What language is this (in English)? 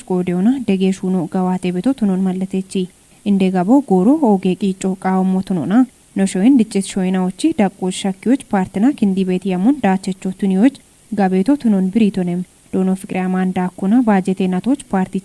Kafa